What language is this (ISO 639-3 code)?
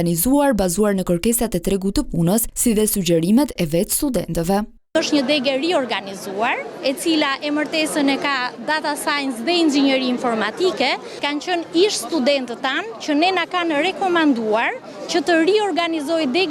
sqi